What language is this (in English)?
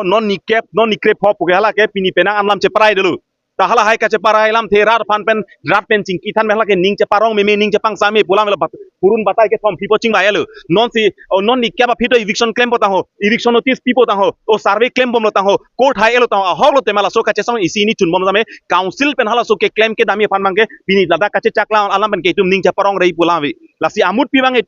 Karbi